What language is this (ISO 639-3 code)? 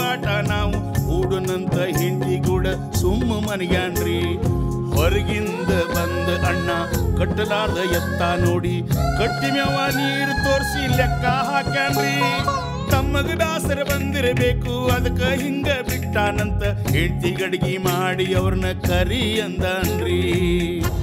kan